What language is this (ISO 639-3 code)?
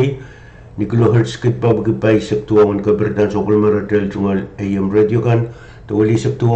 pon